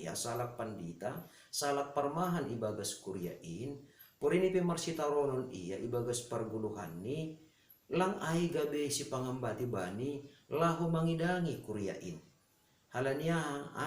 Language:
Batak Simalungun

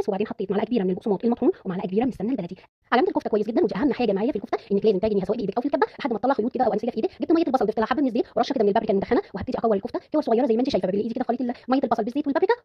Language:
Egyptian Arabic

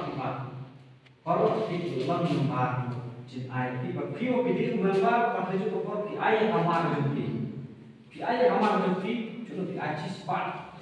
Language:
Khasi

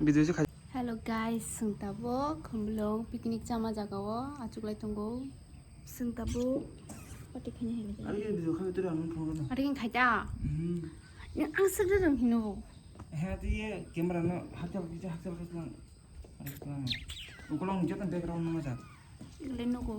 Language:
Kok Borok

